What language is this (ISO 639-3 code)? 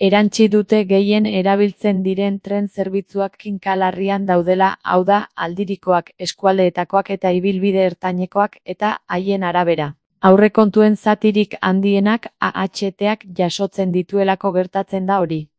eus